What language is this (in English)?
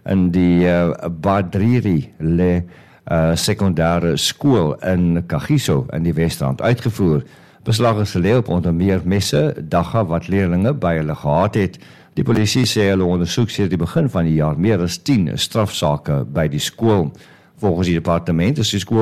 Afrikaans